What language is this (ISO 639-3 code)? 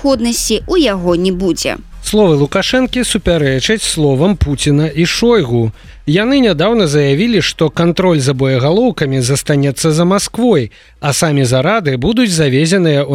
bel